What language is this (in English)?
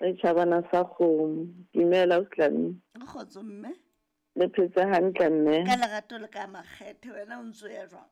Southern Sotho